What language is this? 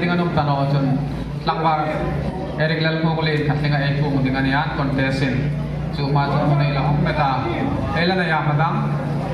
Hmar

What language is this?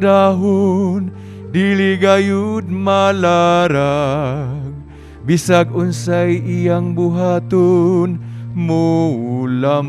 Cebuano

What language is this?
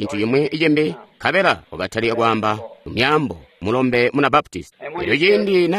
Tonga (Zambia)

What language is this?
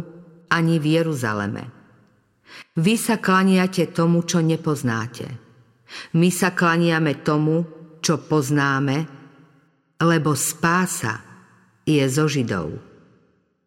Slovak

